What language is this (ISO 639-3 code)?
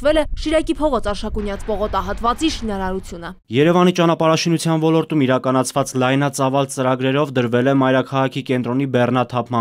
hye